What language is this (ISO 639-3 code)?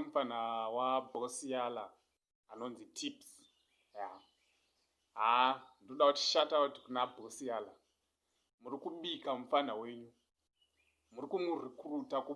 sna